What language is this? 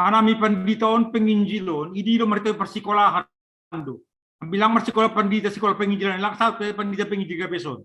Batak Simalungun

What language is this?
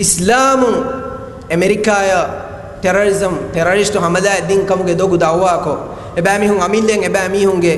Divehi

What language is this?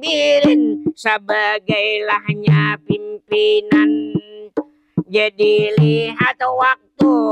Banjar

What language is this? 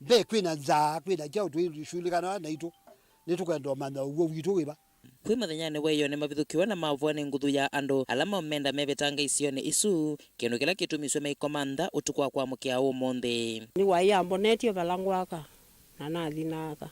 Kamba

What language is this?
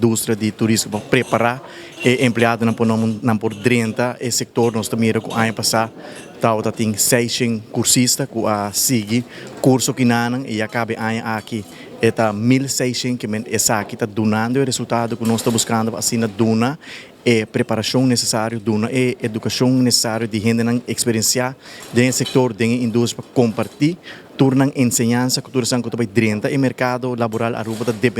Papiamento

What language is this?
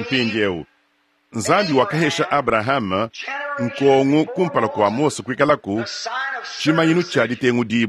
Luba-Lulua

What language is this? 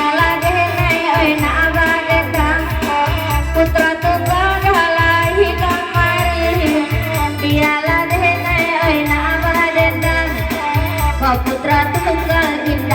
Minangkabau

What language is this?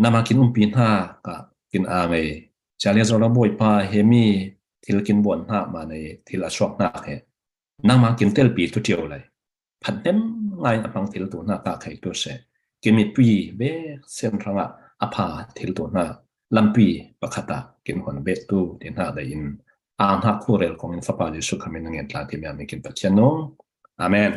Falam Chin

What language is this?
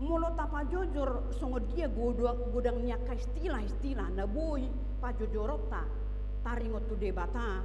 Batak Toba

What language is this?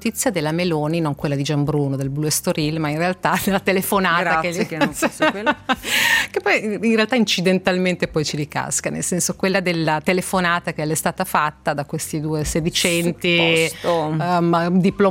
Italian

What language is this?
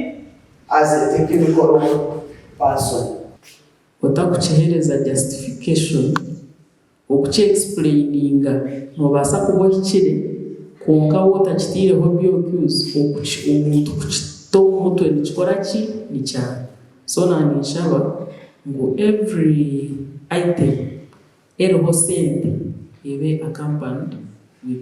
Nyankole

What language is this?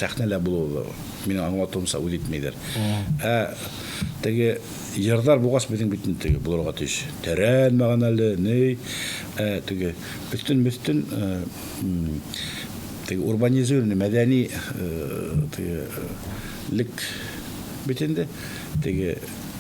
Bashkir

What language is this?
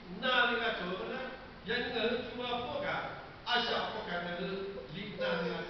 Lahu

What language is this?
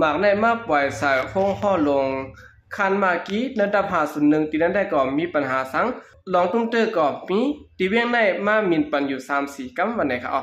Shan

